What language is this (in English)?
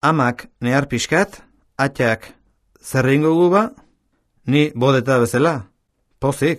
Basque